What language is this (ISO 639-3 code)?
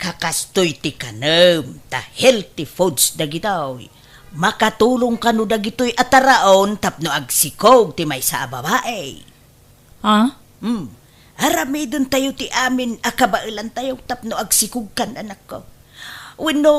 ilo